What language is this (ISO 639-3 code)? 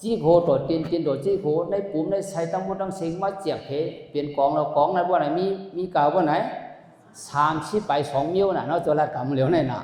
shn